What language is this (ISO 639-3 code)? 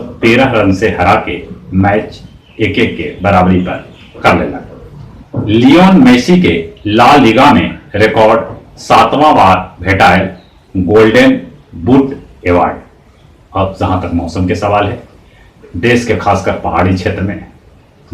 mag